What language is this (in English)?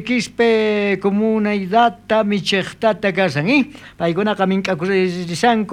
South Bolivian Quechua